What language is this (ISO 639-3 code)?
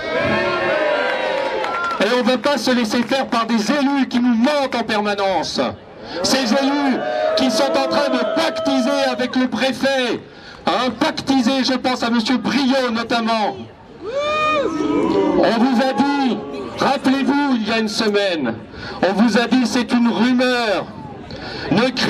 fra